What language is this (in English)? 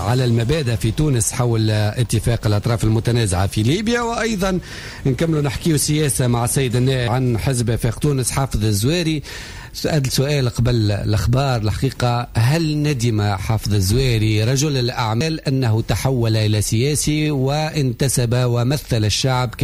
Tunisian Arabic